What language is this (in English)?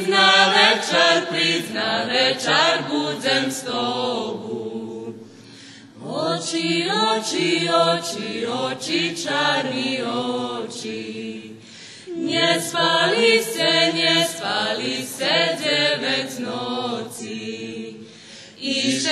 Rusyn